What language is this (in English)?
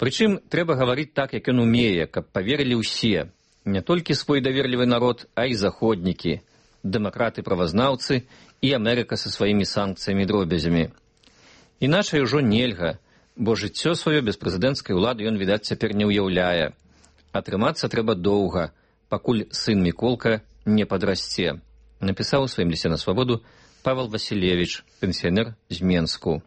Belarusian